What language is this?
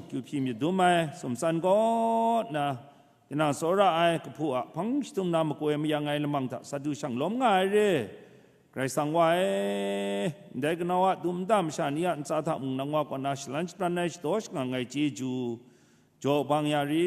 Kachin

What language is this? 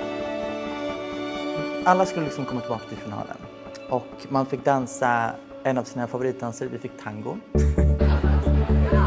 Swedish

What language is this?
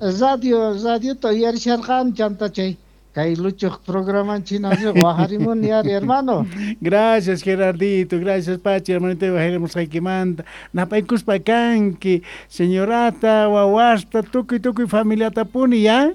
Quechua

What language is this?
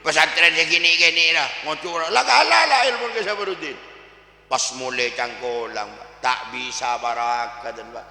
Madurese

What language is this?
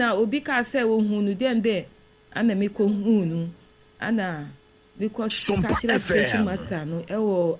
Akan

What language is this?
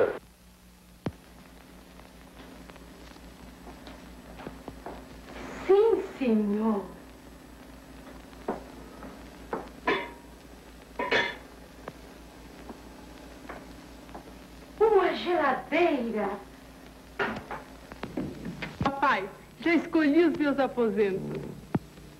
Portuguese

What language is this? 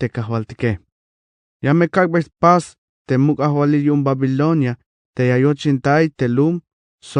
Tzeltal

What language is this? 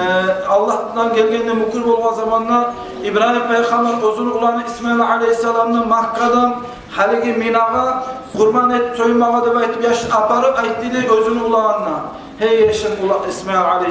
Kumyk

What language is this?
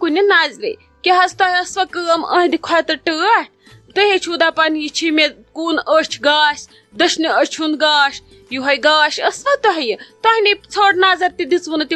Kashmiri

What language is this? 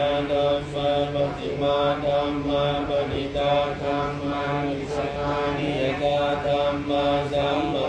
Pali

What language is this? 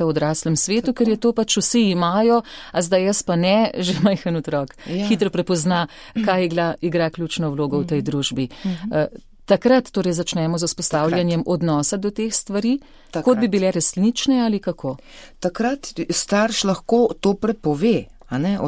Slovenian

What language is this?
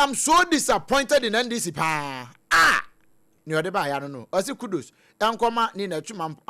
Akan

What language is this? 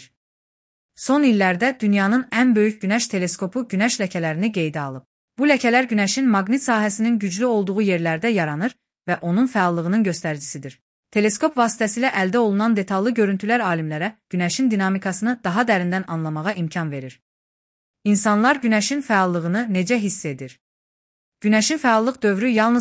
Azerbaijani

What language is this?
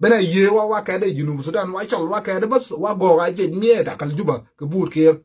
Nuer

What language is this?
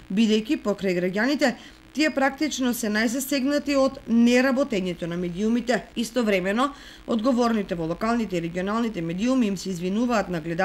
Macedonian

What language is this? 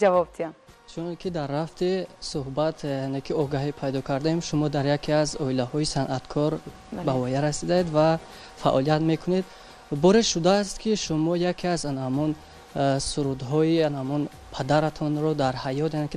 Tajik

